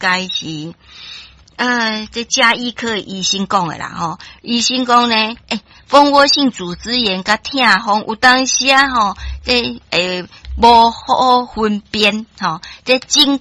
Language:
Min Nan Chinese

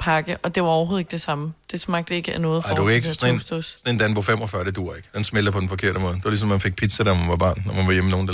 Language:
Danish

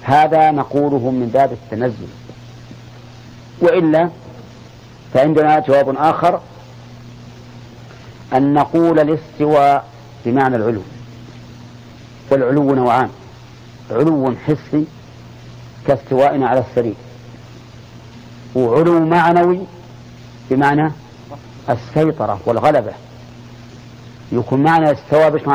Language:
Arabic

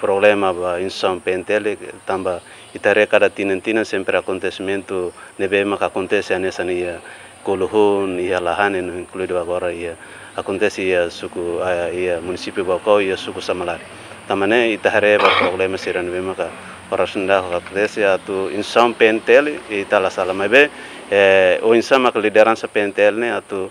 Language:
Tetum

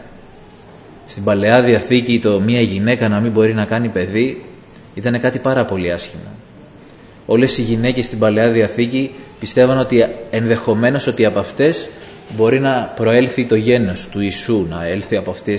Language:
Greek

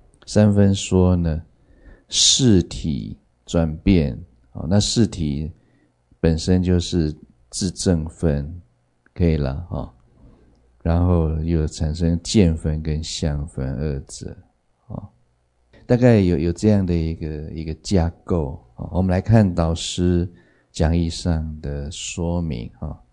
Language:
Chinese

